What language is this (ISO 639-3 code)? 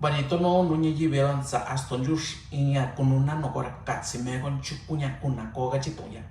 mix